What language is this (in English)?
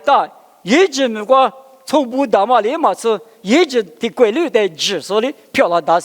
Lisu